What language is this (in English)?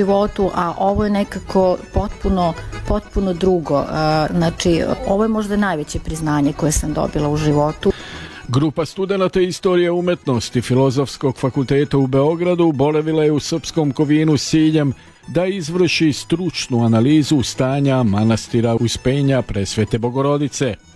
Serbian